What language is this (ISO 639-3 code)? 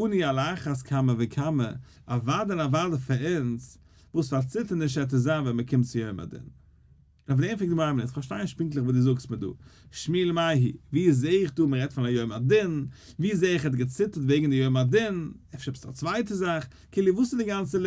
yid